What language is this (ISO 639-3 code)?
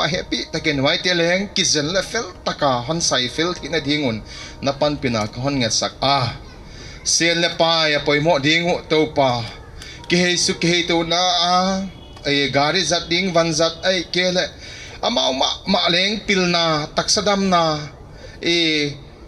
pck